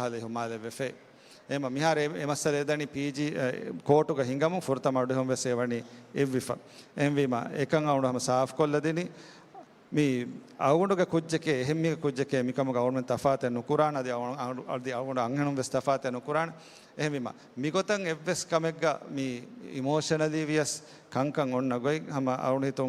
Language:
Divehi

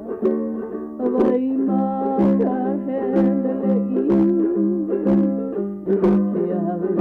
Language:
Hawaiian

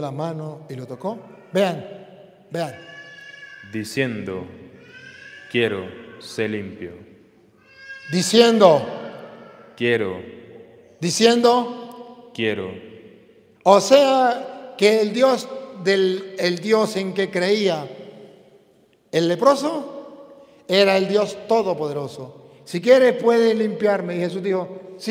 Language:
Spanish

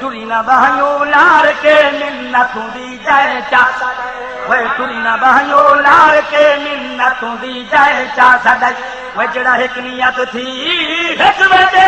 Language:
Saraiki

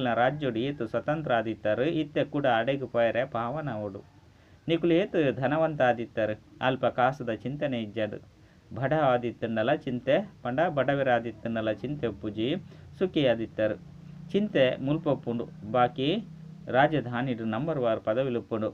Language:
Tulu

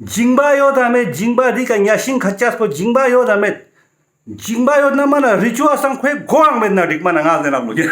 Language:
Ladakhi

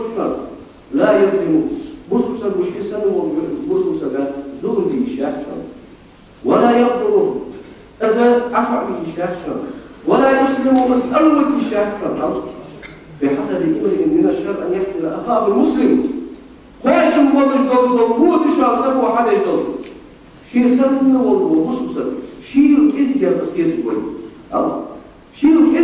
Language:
Ingush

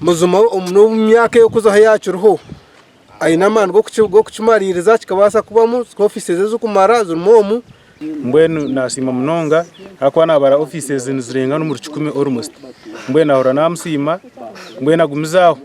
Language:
Nyankole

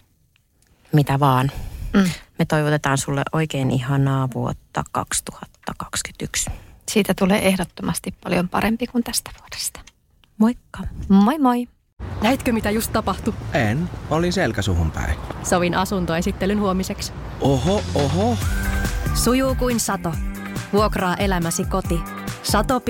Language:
Finnish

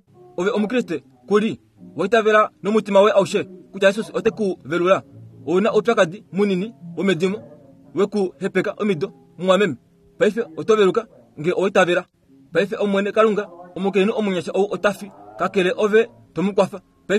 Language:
Kuanyama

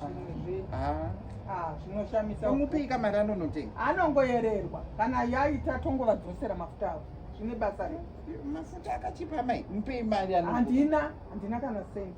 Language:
Shona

